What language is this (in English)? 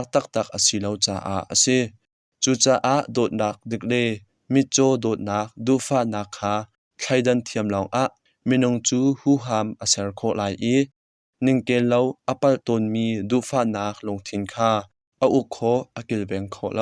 Hakha Chin